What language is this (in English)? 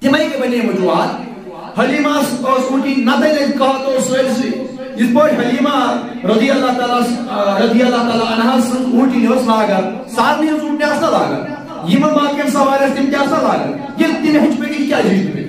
Kashmiri